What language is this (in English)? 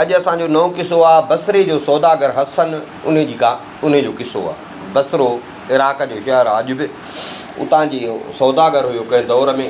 Sindhi